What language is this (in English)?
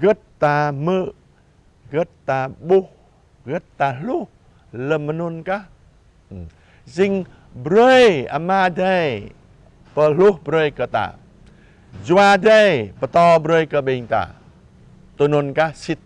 Jarai